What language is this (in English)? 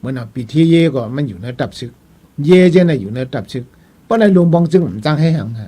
Shan